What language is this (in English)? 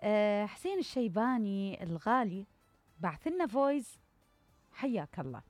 Mesopotamian Arabic